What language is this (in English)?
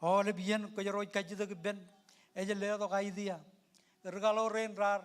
Marshallese